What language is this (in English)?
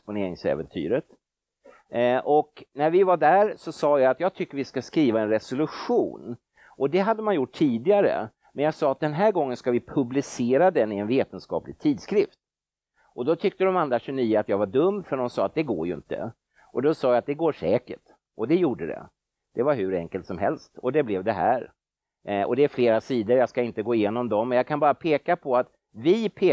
Swedish